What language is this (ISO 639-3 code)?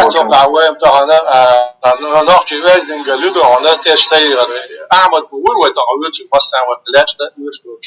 che